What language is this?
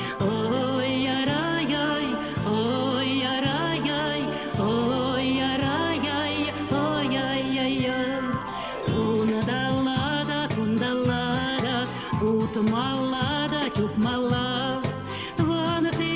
Chuvash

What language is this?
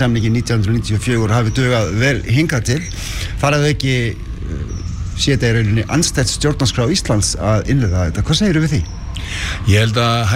Icelandic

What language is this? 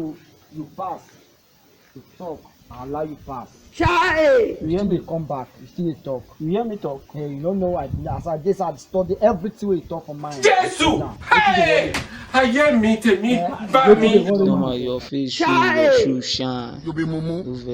Nigerian Pidgin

